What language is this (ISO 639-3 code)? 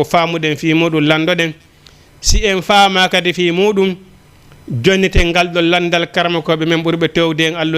ful